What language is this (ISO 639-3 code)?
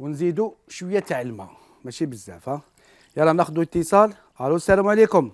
arq